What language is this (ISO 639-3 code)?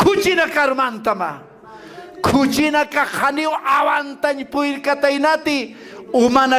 aym